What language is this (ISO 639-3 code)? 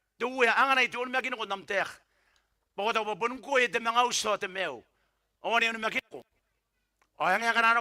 gil